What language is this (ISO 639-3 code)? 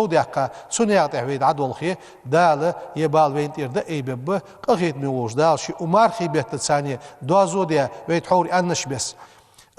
inh